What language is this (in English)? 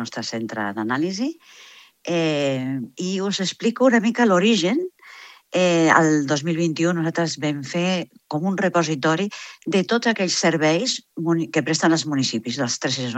Catalan